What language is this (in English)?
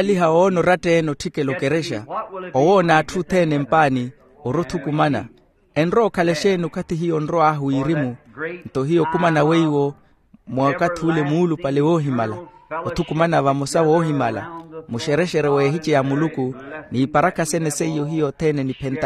Makhuwa